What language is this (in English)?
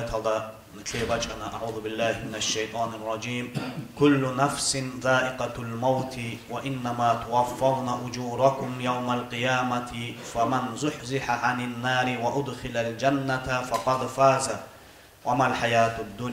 Avaric